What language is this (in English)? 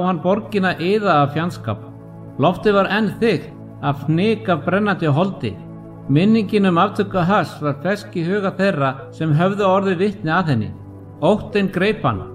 Icelandic